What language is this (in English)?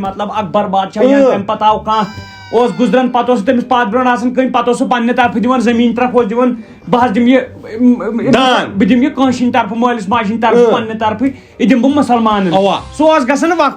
Kashmiri